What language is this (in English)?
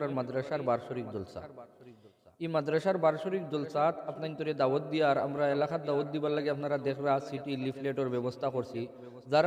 Sylheti